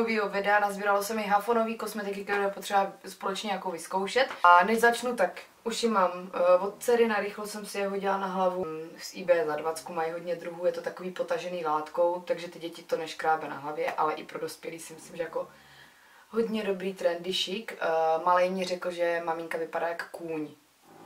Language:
Czech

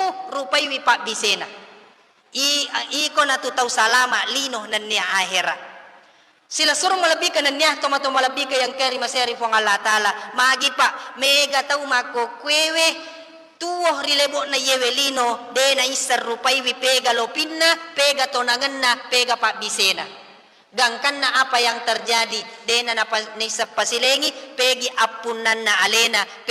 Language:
Buginese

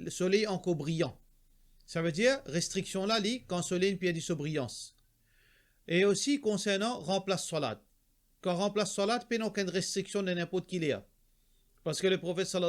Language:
Morisyen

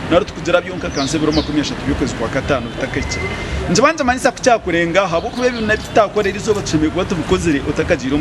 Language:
Nyankole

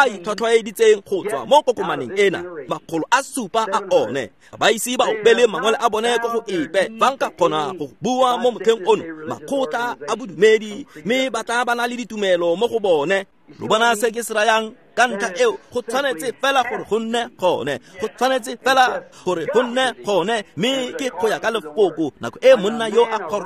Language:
Tswana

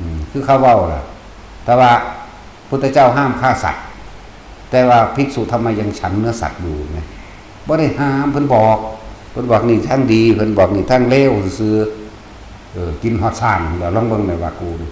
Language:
Northeastern Thai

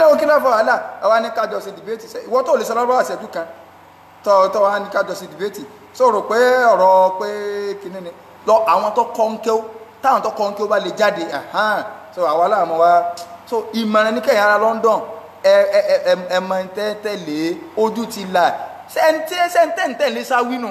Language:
Yoruba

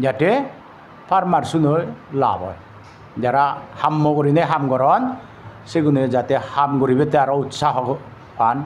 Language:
Chakma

